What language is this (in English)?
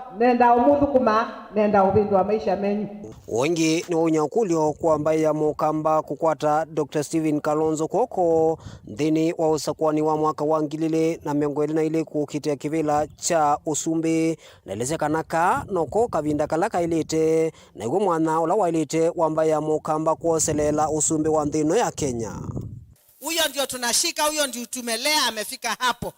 Kamba